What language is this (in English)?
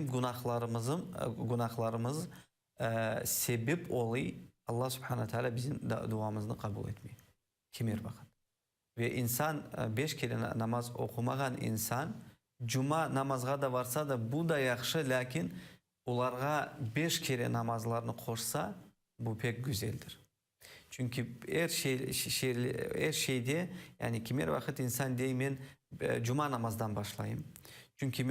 Crimean Tatar